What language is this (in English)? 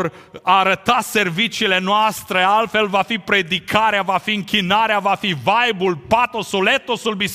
Romanian